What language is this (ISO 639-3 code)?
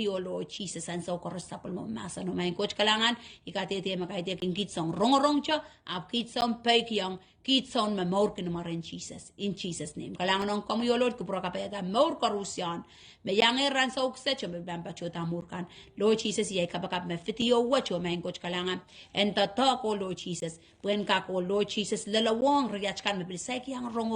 pon